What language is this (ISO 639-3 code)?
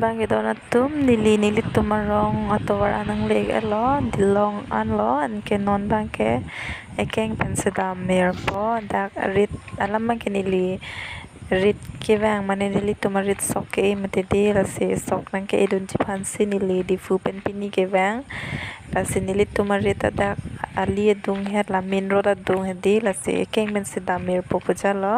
mjw